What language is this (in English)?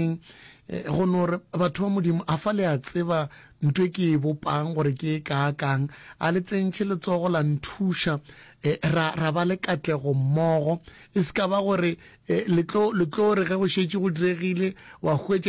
Northern Sotho